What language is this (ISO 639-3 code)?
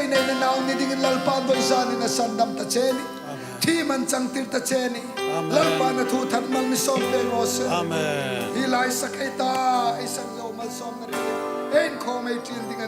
hmr